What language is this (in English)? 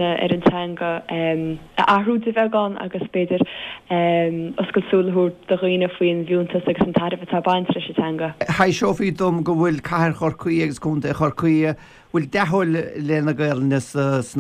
Irish